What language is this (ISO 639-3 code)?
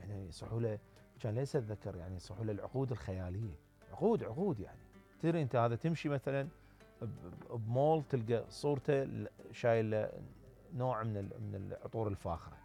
acm